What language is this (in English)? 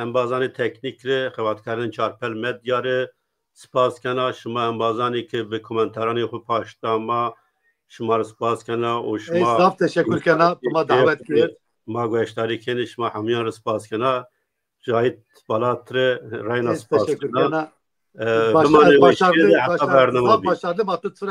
Zaza